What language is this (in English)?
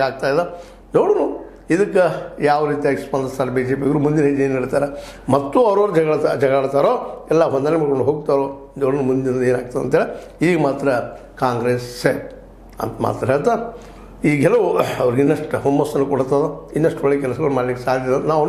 Kannada